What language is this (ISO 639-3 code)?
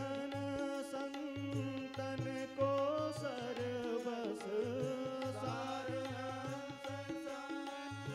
hne